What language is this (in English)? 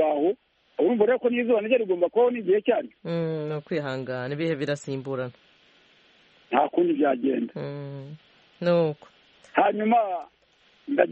Kinyarwanda